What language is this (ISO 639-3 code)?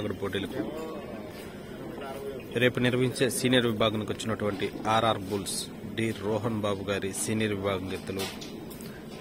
tel